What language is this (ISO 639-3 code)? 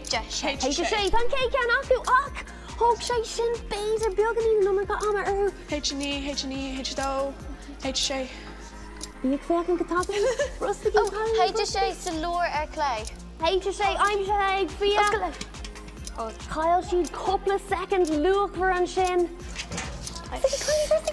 gle